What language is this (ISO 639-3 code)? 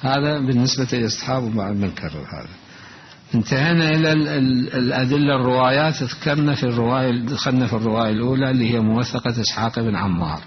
acm